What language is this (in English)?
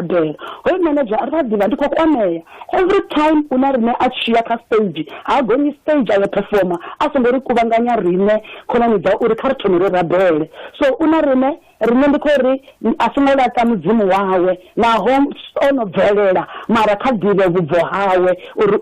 Venda